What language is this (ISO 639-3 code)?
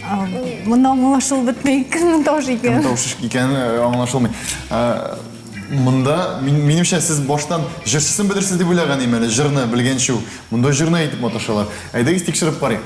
tat